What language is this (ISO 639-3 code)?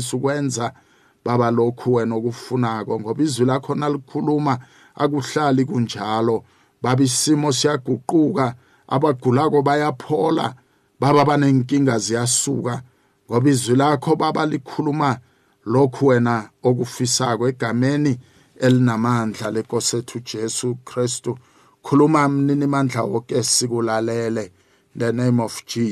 nbl